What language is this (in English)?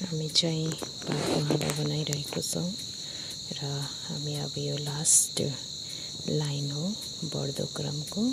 Nepali